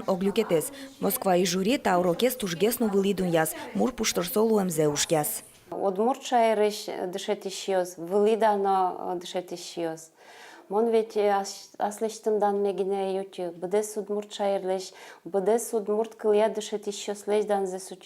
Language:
Udmurt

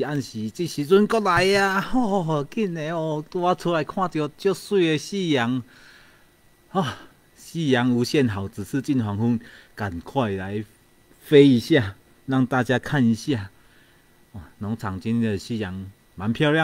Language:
Chinese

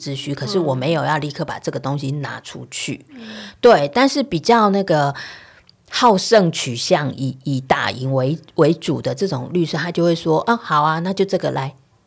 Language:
Chinese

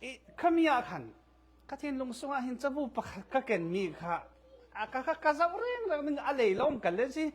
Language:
Falam Chin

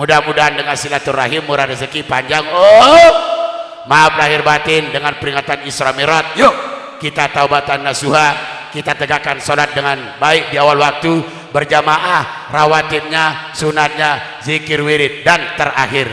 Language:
Sasak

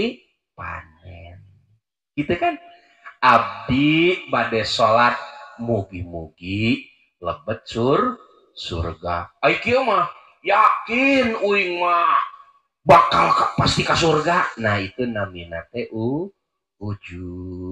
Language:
Sundanese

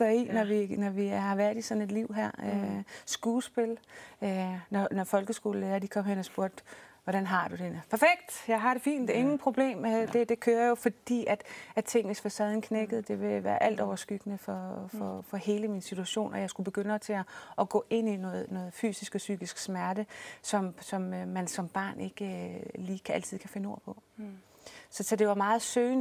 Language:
Danish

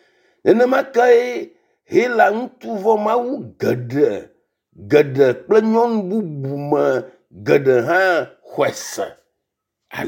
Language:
Ewe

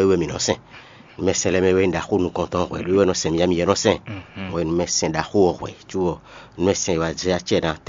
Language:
Fon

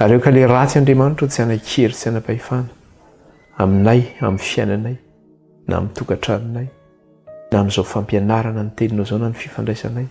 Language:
Malagasy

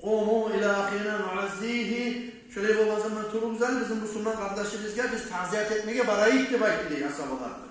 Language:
Kumyk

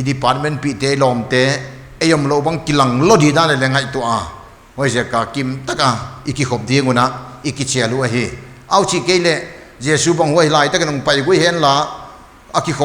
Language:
Paite Chin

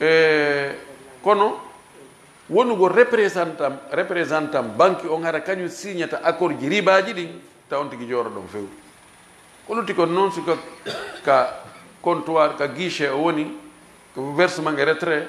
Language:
Fula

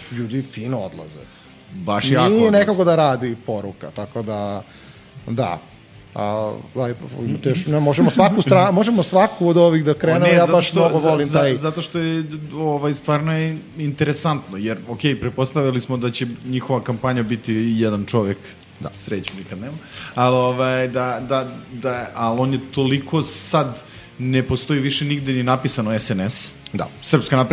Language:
Serbian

